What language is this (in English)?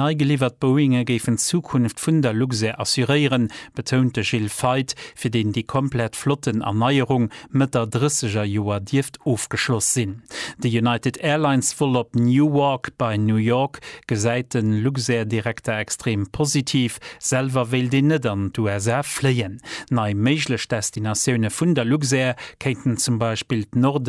Luxembourgish